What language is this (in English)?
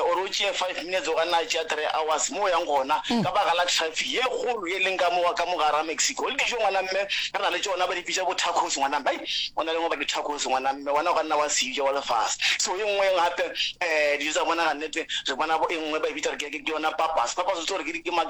Northern Sotho